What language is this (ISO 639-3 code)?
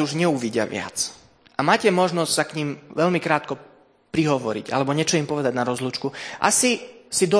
slk